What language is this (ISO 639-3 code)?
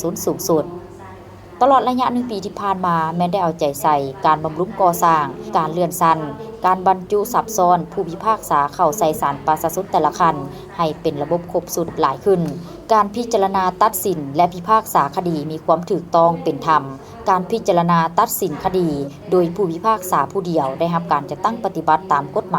lao